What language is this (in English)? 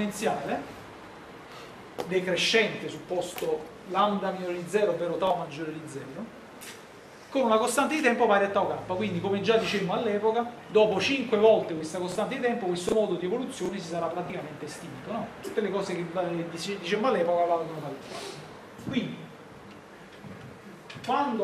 Italian